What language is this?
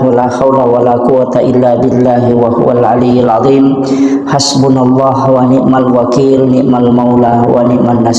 Buginese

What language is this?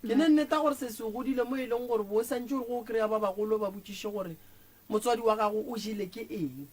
Northern Sotho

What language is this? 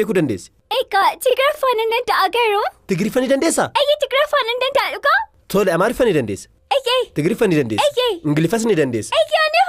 Oromo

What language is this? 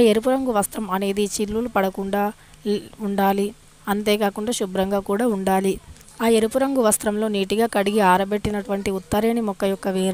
Telugu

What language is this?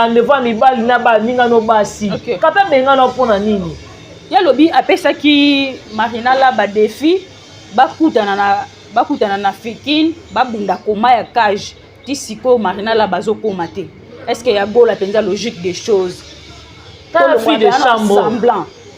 Lingala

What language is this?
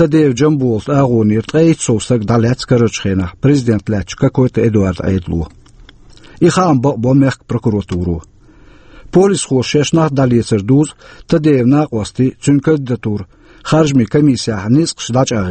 Chechen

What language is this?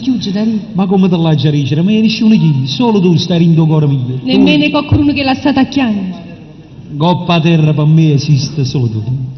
Neapolitan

